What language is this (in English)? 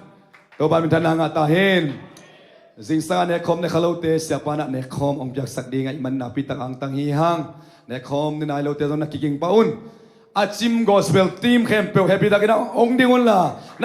Tedim Chin